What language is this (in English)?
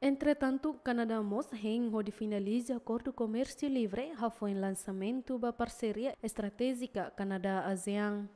Tetum